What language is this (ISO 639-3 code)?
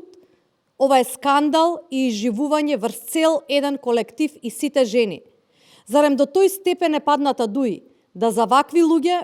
mkd